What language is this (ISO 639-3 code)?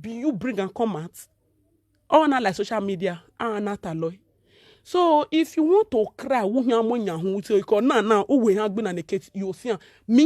pcm